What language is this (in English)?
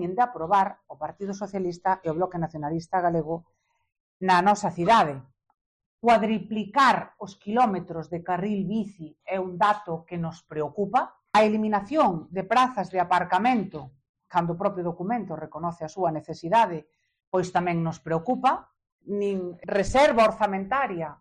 Galician